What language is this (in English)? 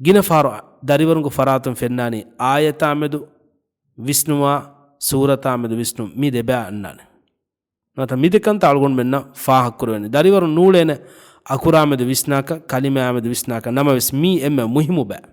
Divehi